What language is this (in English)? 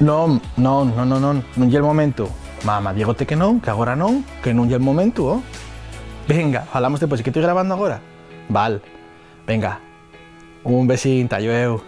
Asturian